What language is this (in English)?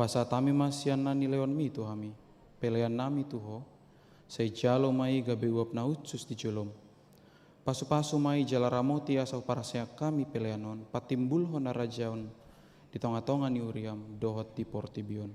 Batak Toba